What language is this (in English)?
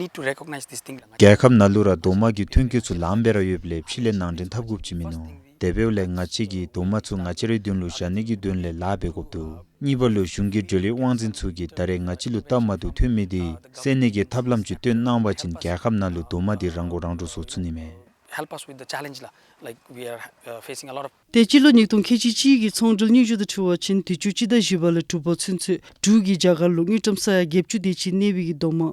Dzongkha